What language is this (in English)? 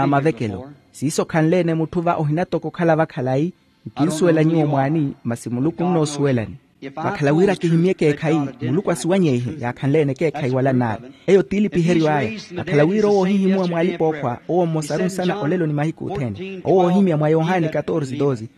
Makhuwa